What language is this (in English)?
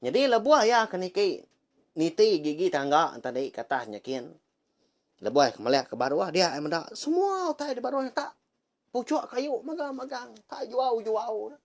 Iban